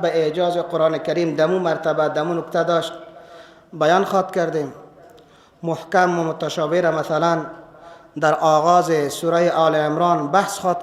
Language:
Persian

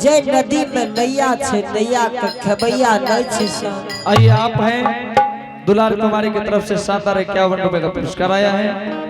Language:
Angika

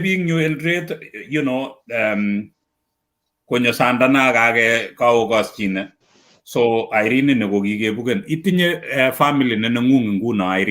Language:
Kalenjin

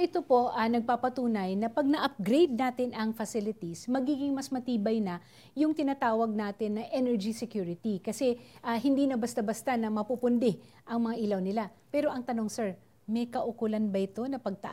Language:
Filipino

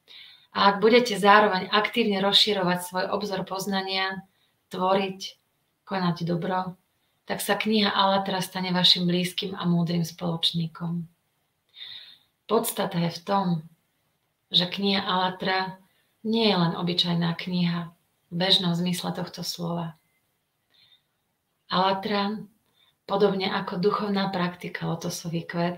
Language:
Slovak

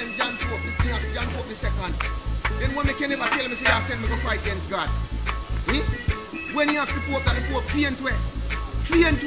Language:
Jamaican Creole English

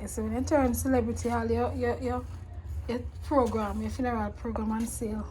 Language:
Jamaican Creole English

